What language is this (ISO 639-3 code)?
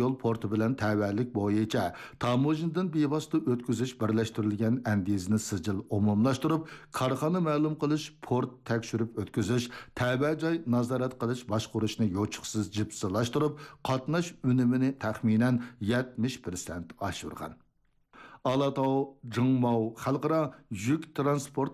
uig